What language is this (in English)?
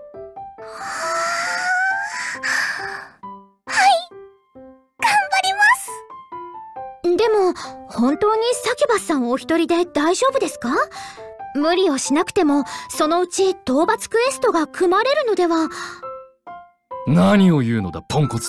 Japanese